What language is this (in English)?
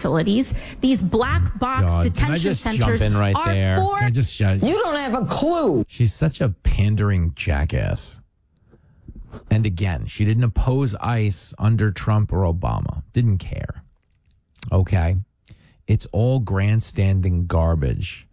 English